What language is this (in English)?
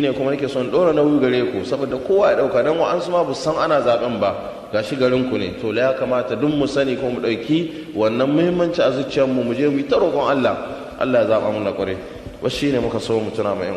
Hausa